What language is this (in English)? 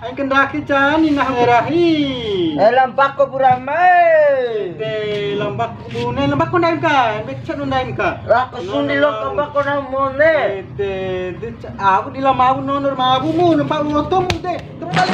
Bima